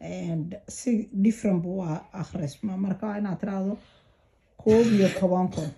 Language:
Somali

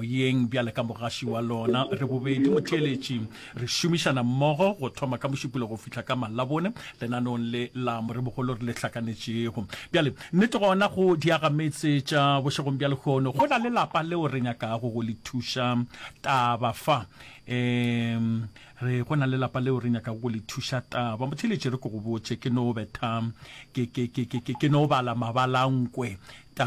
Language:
Northern Sotho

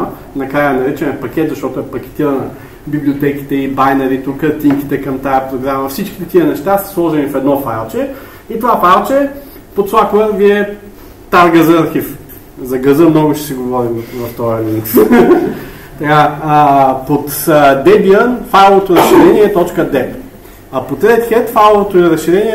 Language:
Bulgarian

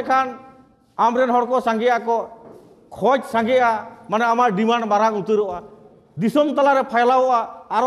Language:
Santali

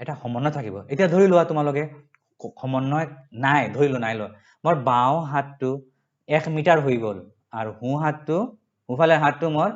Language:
Assamese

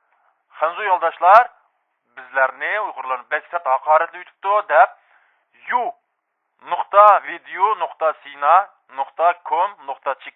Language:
Uyghur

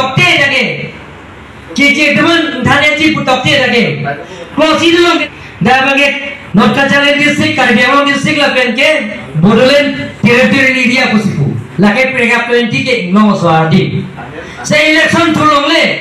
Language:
Karbi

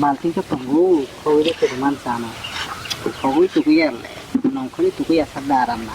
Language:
Kok Borok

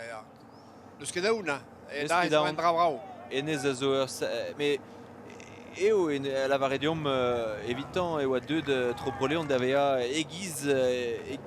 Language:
Breton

